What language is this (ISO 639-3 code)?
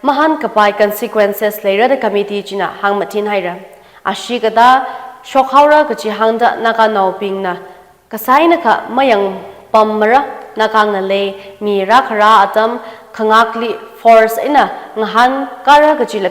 nmf